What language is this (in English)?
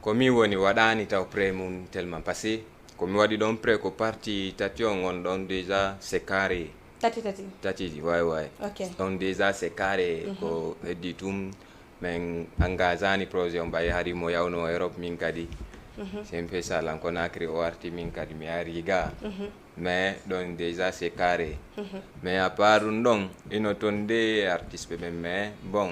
Fula